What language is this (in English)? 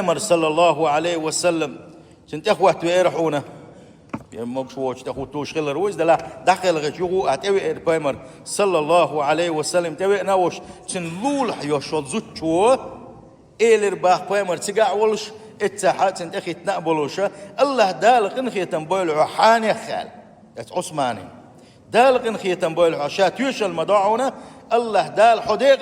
Chechen